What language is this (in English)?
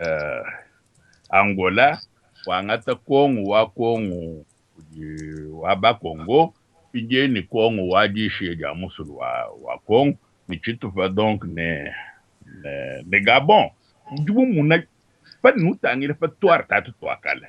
Luba-Lulua